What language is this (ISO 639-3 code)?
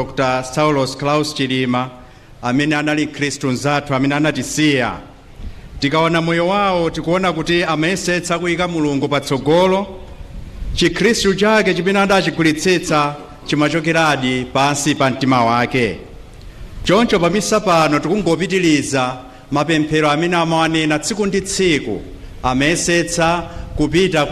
nya